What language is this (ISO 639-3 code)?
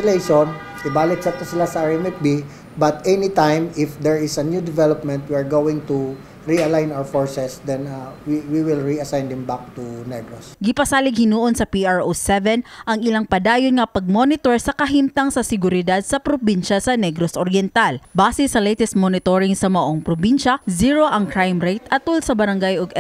ceb